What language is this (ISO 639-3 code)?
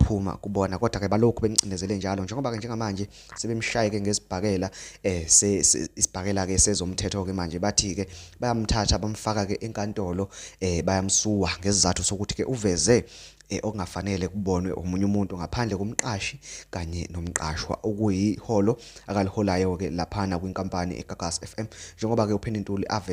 zul